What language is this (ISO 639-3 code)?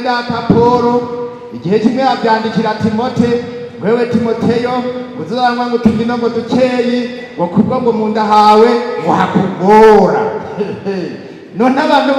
run